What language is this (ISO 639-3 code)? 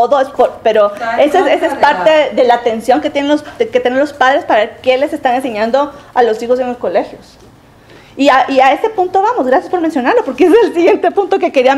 spa